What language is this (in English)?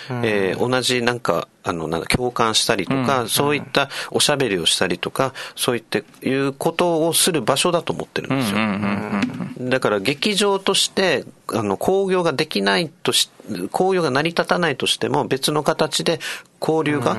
Japanese